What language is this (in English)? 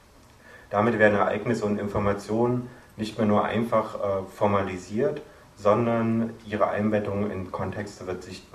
German